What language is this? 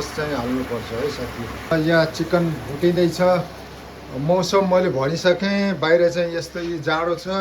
Nepali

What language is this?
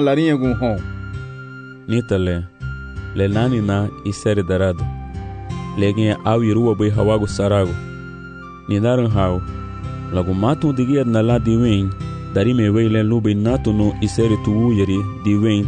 Garifuna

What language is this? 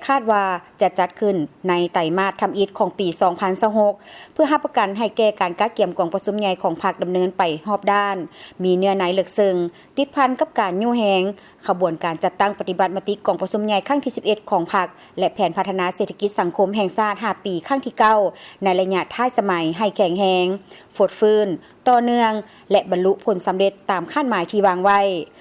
Lao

